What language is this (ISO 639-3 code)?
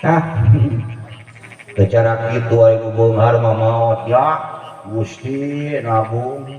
sun